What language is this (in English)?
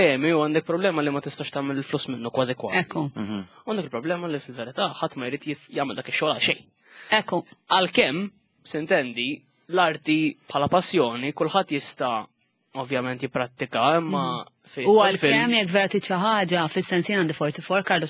Maltese